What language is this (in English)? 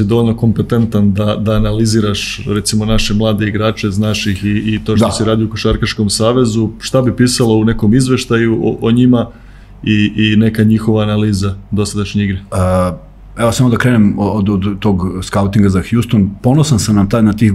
Serbian